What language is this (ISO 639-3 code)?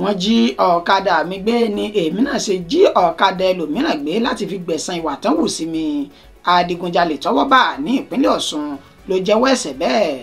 yor